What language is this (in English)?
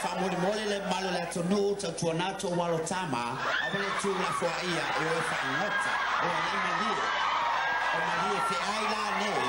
Samoan